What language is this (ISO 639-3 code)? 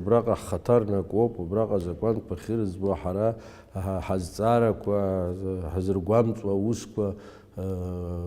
abk